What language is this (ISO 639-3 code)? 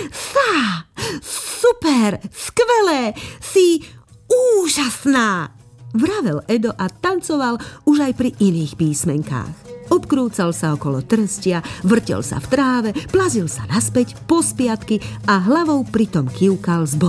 slk